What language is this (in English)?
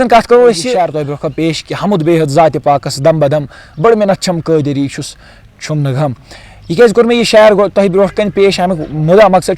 Kashmiri